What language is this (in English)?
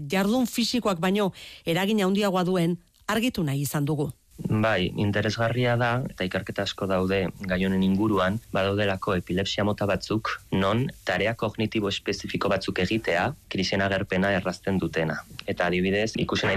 Basque